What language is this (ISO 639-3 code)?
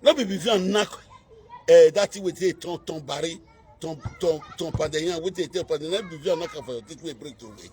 pcm